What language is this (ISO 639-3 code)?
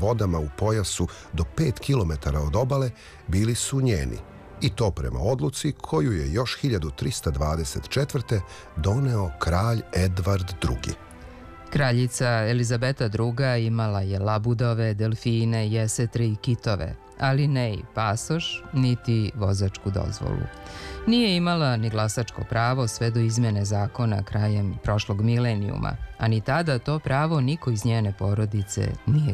srp